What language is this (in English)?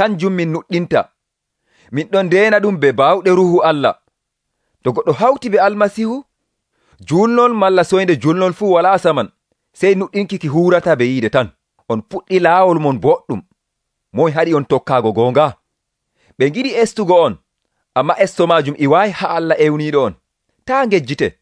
Nigerian Fulfulde